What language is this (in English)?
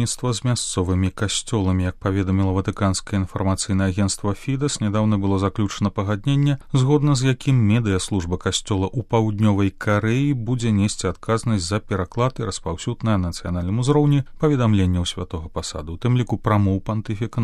Belarusian